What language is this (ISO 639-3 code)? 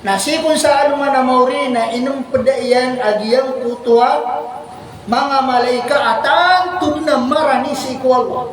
mrw